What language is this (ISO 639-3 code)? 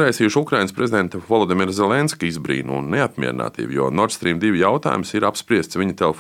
lav